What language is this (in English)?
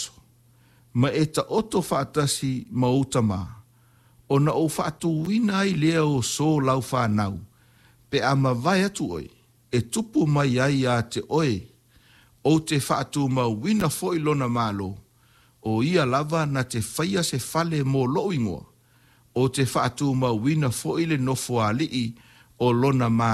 Samoan